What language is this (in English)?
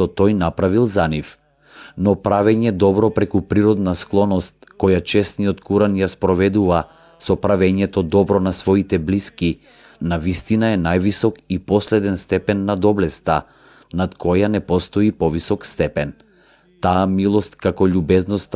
Macedonian